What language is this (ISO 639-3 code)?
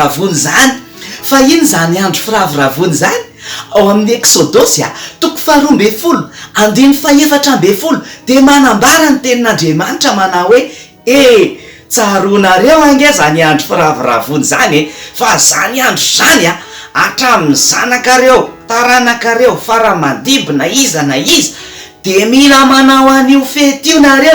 mlg